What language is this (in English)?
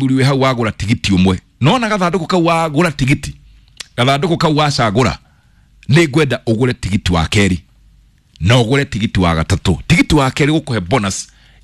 Kikuyu